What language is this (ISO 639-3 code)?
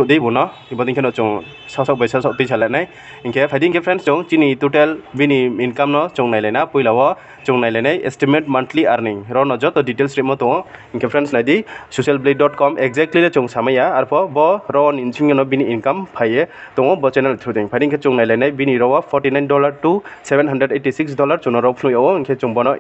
ria